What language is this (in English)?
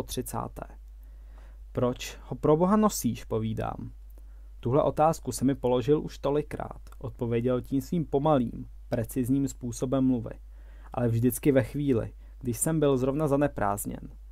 Czech